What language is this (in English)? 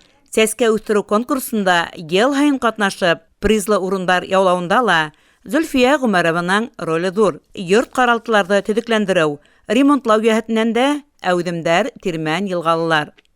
Bashkir